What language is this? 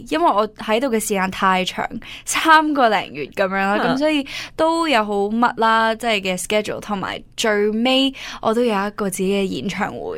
Cantonese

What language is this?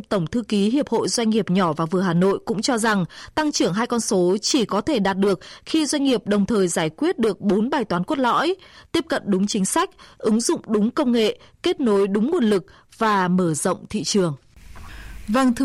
Vietnamese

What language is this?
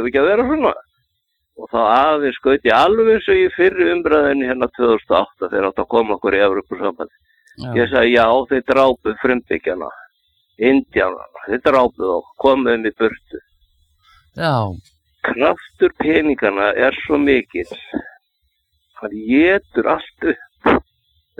Icelandic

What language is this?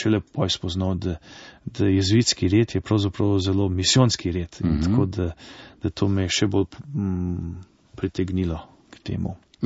Slovenian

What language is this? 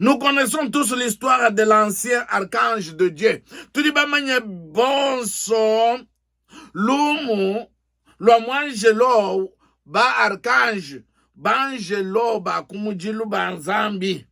Luba-Lulua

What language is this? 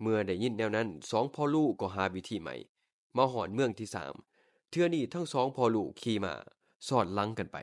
Lao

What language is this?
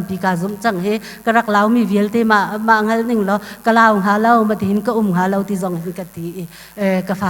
Hakha Chin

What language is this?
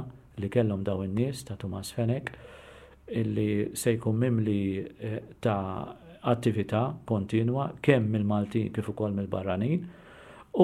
Maltese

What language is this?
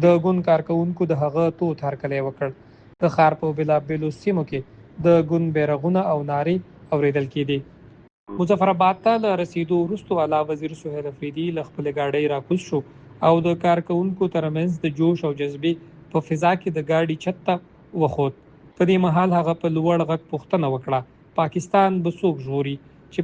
Pashto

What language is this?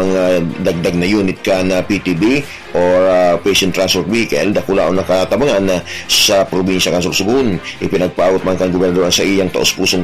Bikol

